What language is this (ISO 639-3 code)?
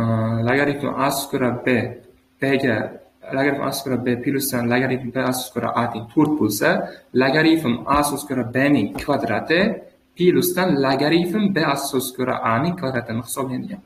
uzb